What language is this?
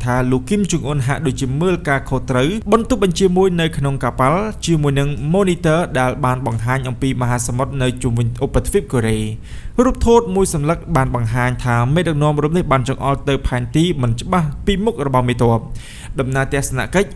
Khmer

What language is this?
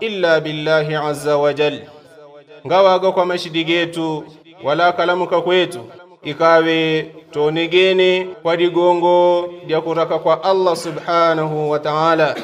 Yao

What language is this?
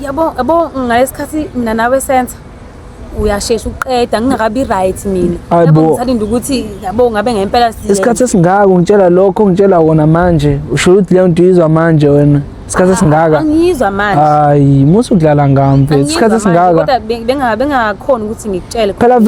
Zulu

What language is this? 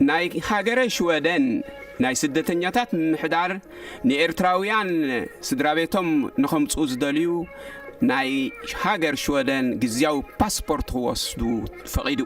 Tigrinya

